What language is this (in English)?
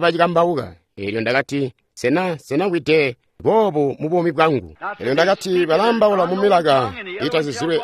Tonga (Zambia)